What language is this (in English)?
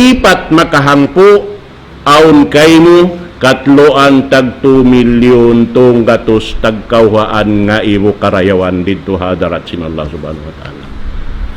Tausug